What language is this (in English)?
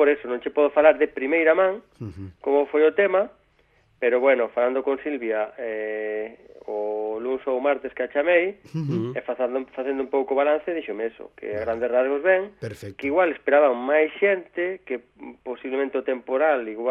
Galician